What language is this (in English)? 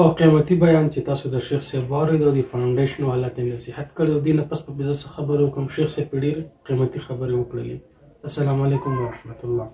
Pashto